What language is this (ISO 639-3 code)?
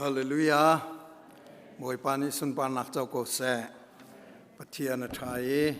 cnh